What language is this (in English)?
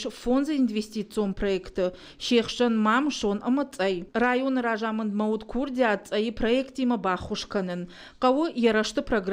Ossetic